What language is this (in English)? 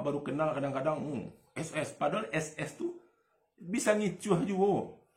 Minangkabau